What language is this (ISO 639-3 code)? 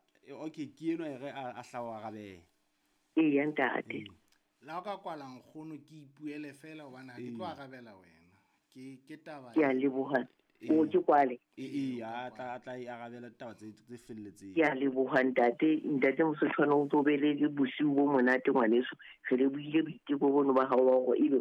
sot